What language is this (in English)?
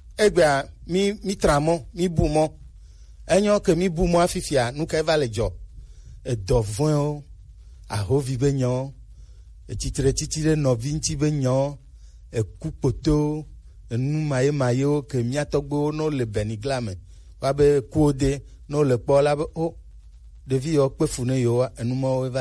Gen